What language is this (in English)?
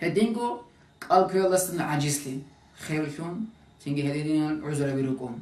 Avaric